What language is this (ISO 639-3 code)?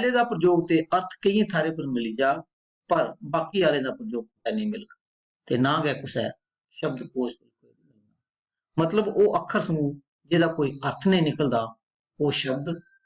doi